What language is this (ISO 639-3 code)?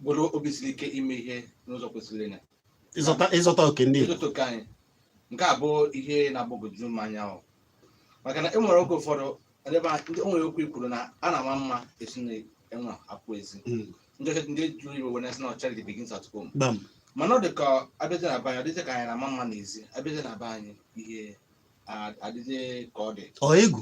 ibo